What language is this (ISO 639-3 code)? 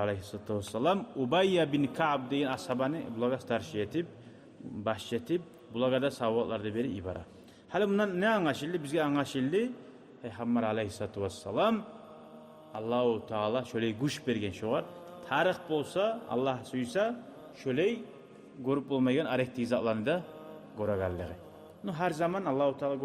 kum